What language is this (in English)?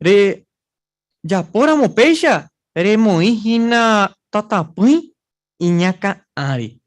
Guarani